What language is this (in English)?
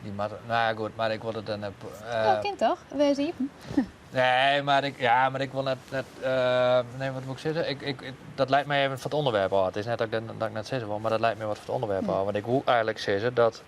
Western Frisian